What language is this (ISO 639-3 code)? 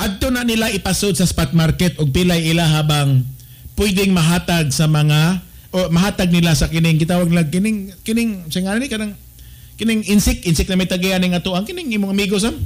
ceb